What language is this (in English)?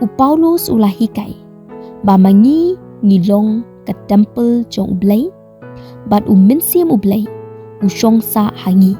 Khasi